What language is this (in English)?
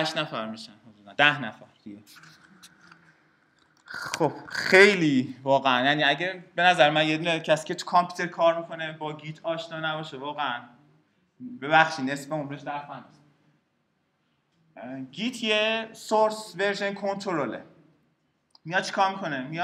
Persian